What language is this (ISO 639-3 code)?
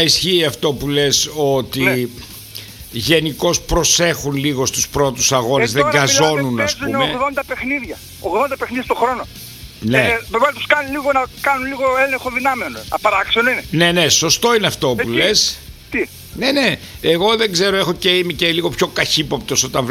ell